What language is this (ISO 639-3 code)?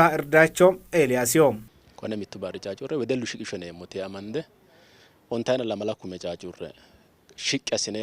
sid